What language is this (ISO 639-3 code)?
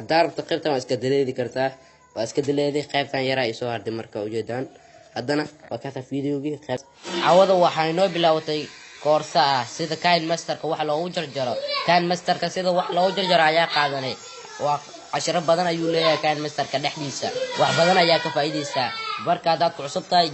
som